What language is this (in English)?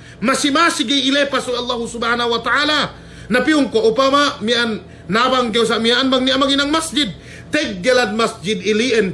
Yakan